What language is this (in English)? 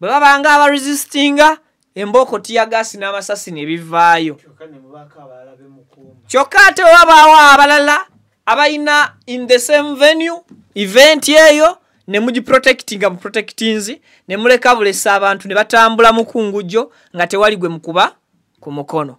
Ganda